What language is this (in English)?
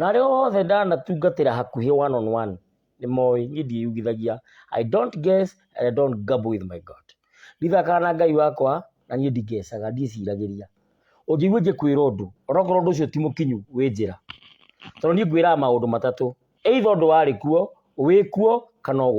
Kikuyu